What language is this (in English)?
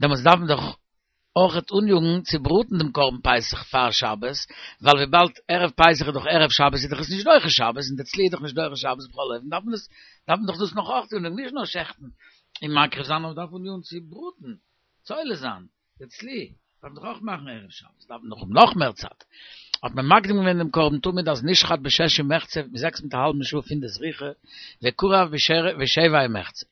Yiddish